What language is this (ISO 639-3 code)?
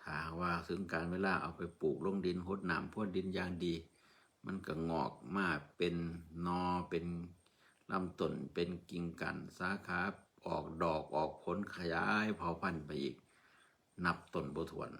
tts